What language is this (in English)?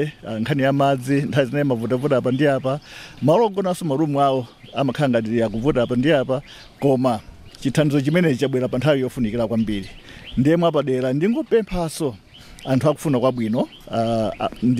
Nyanja